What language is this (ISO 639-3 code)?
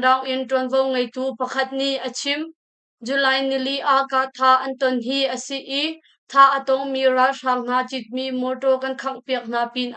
cnh